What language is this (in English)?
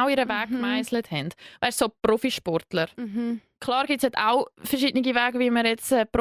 Swiss German